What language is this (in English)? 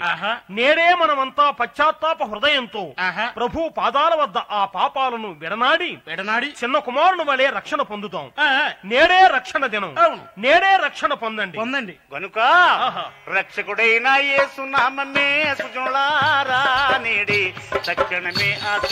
Telugu